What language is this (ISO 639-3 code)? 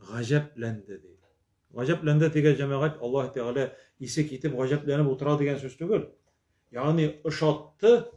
tat